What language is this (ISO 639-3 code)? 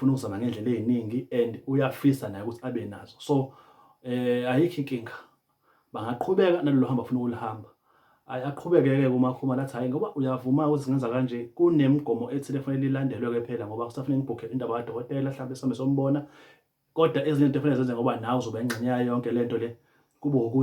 zul